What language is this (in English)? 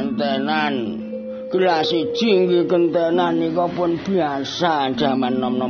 Javanese